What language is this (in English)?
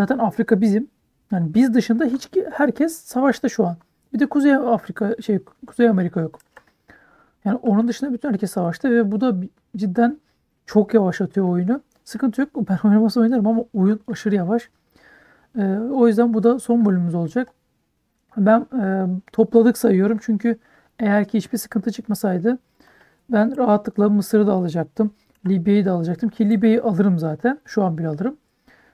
Turkish